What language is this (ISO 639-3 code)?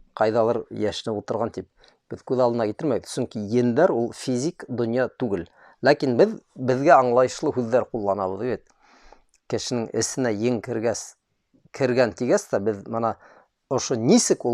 bak